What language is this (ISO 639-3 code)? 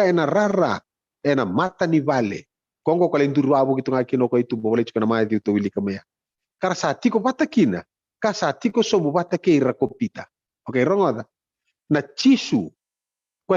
fij